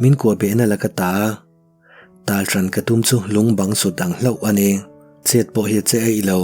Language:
Mizo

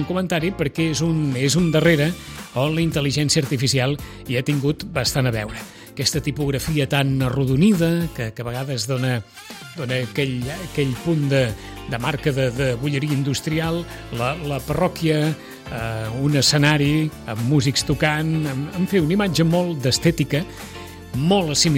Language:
Catalan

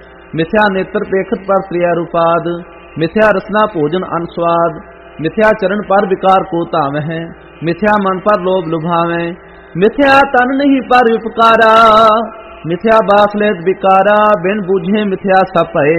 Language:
Punjabi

